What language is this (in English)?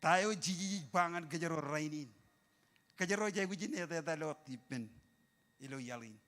Marshallese